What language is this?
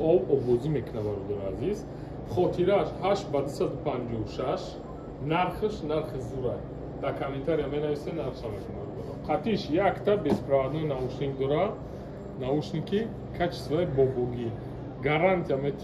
Tajik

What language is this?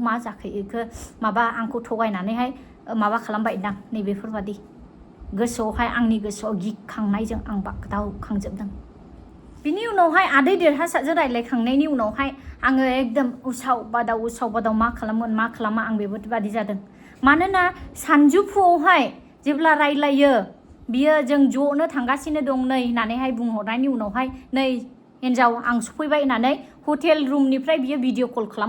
Bodo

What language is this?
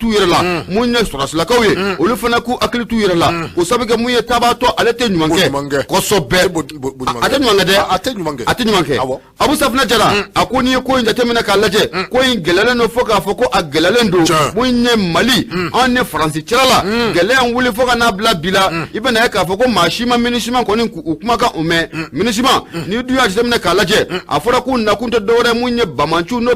Bambara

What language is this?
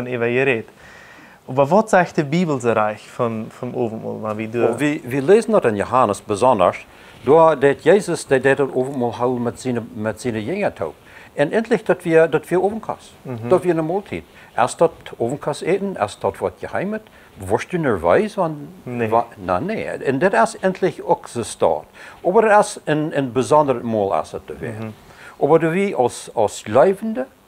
Plautdietsch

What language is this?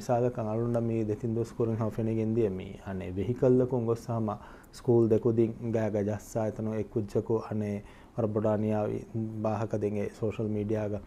Divehi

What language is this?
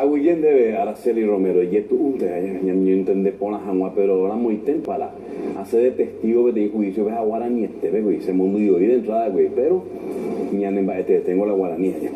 Guarani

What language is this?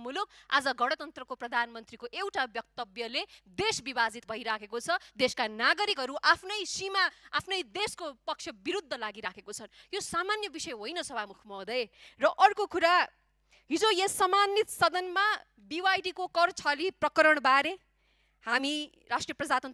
Nepali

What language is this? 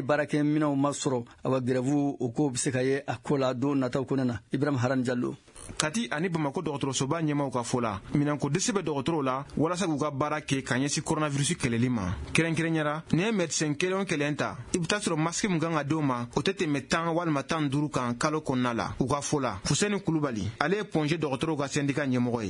Bambara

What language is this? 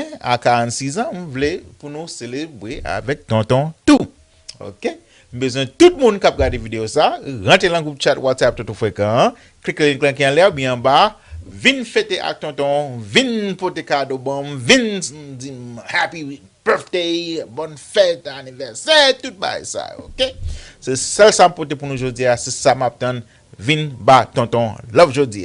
Haitian Creole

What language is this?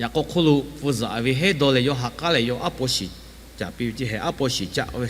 Lahu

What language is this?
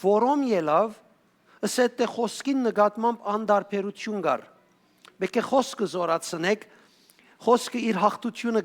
Western Armenian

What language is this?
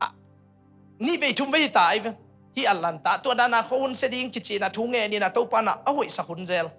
Tedim Chin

